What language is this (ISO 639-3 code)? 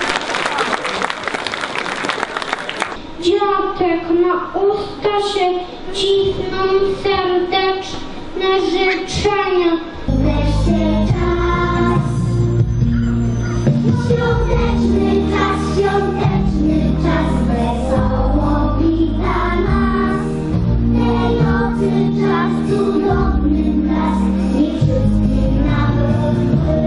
pol